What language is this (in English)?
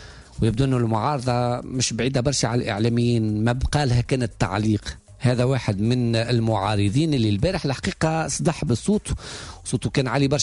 Tunisian Arabic